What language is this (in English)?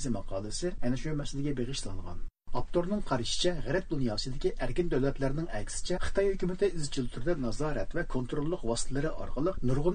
Uyghur